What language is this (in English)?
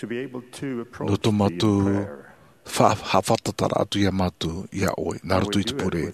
Tahitian